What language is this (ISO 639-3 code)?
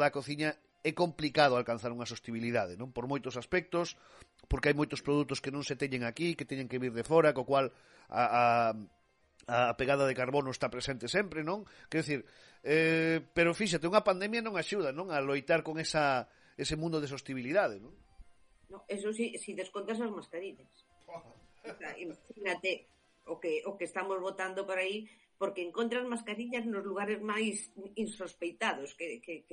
glg